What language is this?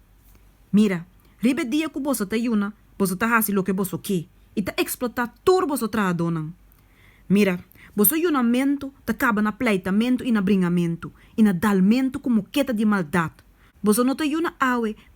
Papiamento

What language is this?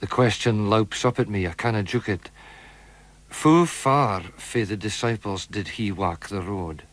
Scots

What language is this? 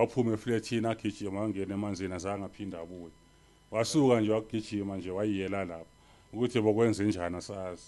Zulu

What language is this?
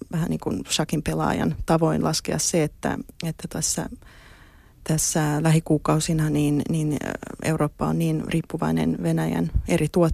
Finnish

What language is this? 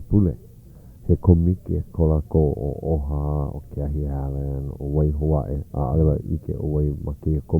Hawaiian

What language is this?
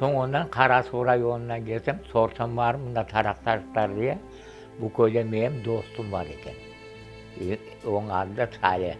Crimean Tatar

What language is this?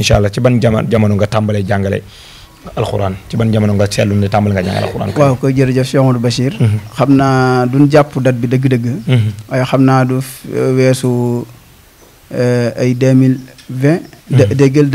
Wolof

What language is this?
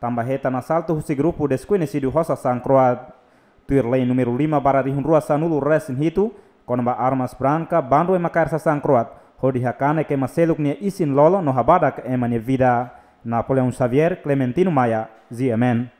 Tetum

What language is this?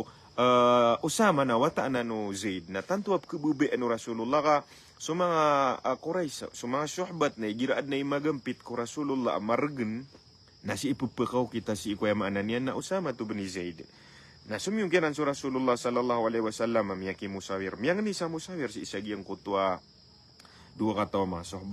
Maranao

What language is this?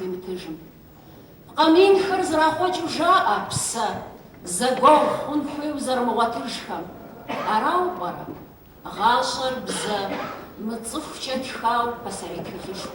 Kabardian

